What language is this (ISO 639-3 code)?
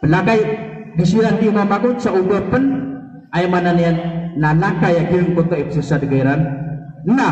mrw